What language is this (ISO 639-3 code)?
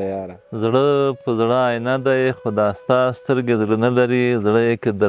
pus